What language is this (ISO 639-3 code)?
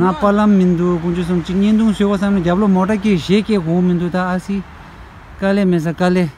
bod